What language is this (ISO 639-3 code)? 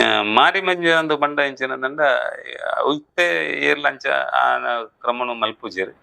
tcy